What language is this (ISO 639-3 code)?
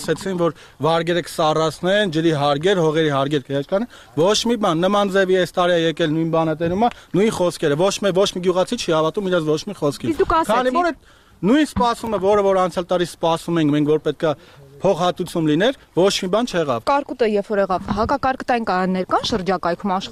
hye